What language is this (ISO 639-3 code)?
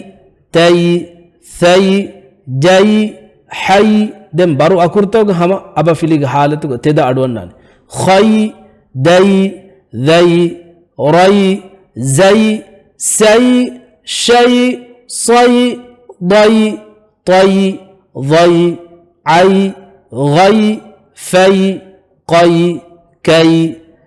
div